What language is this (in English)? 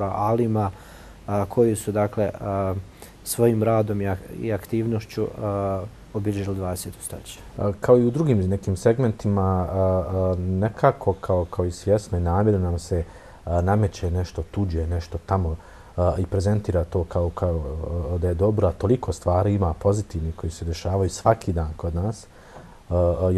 Bosnian